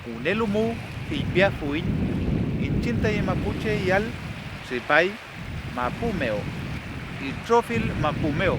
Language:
Mapuche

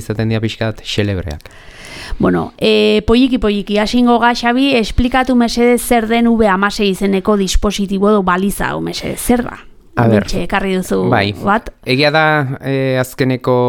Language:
Basque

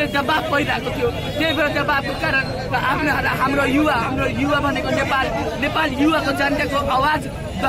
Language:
Nepali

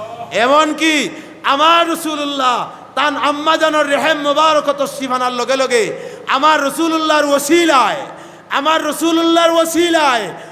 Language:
Sylheti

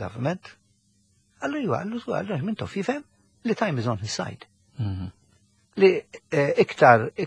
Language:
Maltese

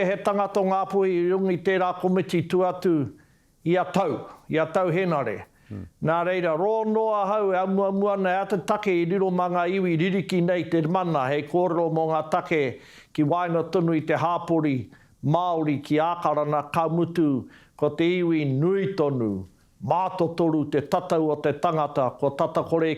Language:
Māori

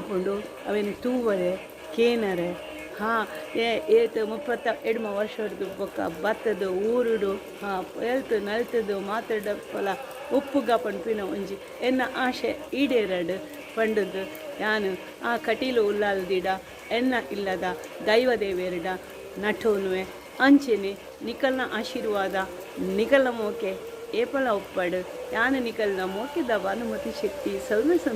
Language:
Tulu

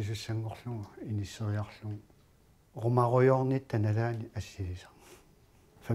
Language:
Kalaallisut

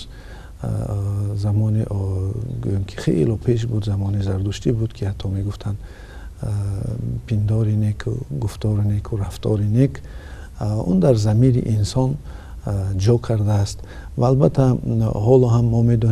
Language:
Tajik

